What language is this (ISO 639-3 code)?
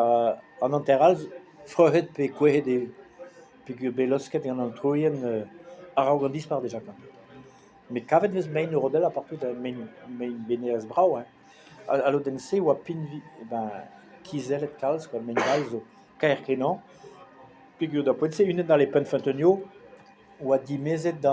bre